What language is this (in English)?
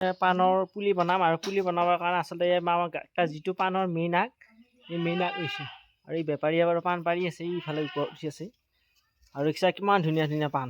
Assamese